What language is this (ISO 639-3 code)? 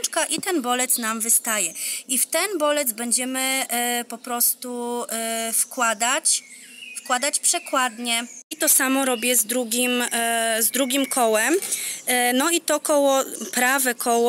pol